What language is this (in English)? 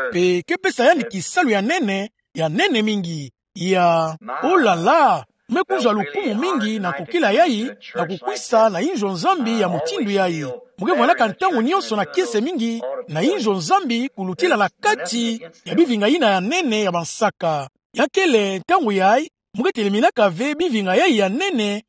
Kituba (Democratic Republic of Congo)